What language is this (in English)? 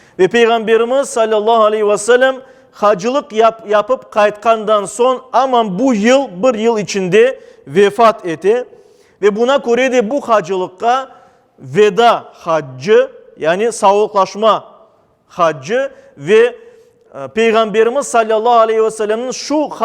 Crimean Tatar